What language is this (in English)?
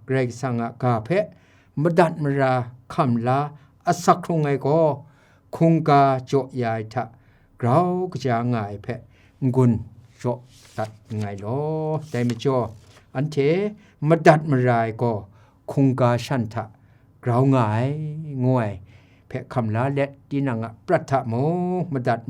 Kachin